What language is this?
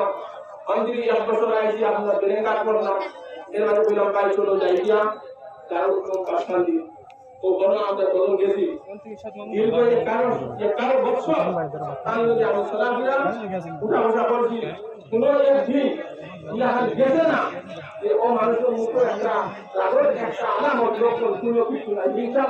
Sylheti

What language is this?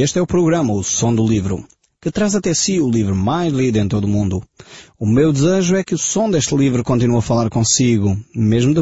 Portuguese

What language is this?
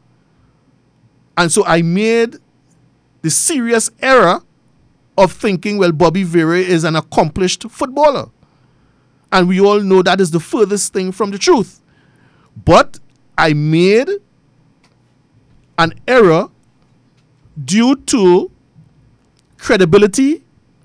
English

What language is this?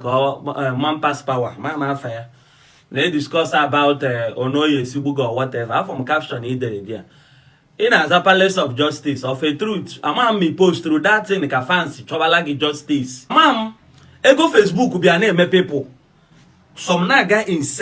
Igbo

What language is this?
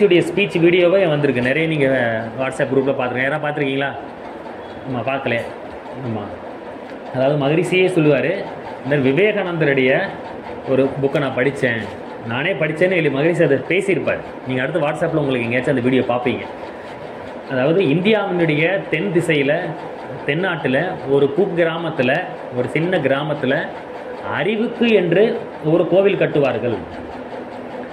Tamil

